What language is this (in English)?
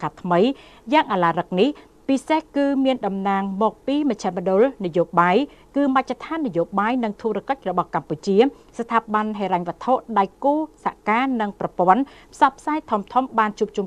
Khmer